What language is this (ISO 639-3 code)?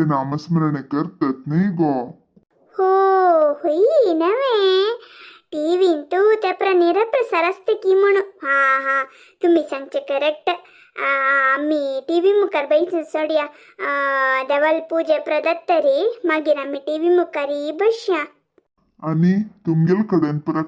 kok